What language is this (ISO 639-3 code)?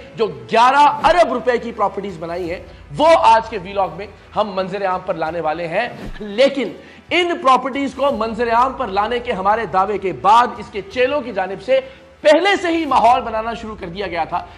urd